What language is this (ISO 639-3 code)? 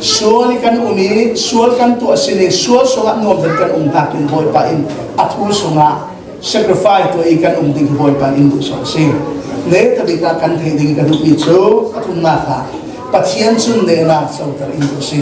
cnh